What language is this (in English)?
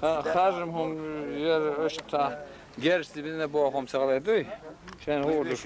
Chechen